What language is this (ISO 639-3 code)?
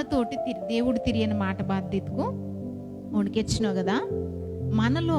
kff